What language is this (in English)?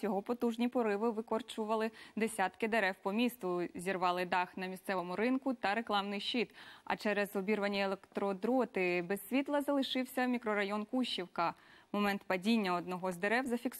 Ukrainian